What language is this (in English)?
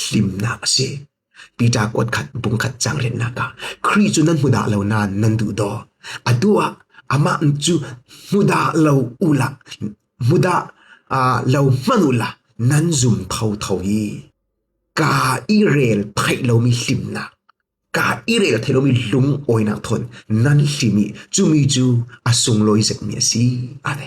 Falam Chin